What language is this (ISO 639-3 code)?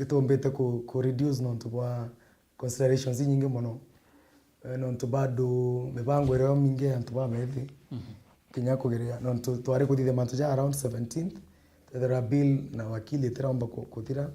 mer